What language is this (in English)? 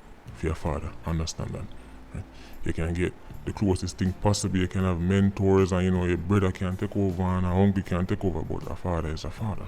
Jamaican Creole English